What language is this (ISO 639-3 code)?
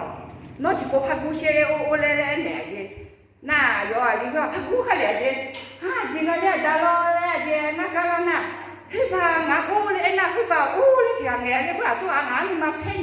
ahk